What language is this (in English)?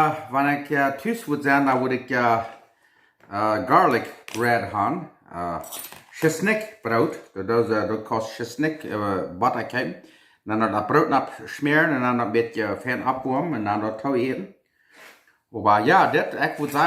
Plautdietsch